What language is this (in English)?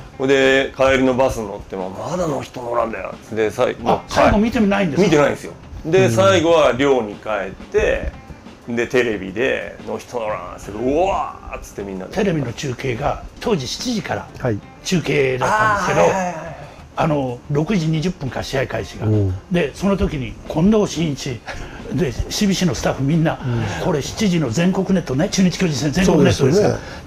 Japanese